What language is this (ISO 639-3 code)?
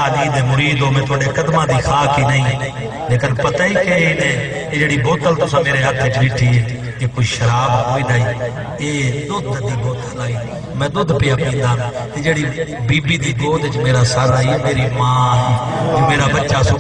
skr